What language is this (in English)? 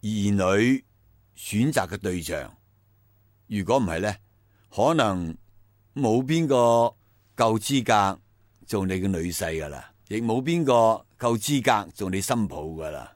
Cantonese